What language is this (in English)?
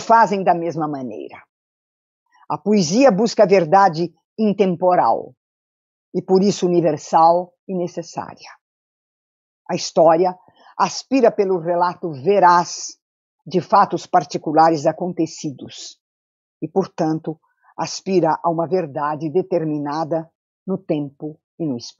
Portuguese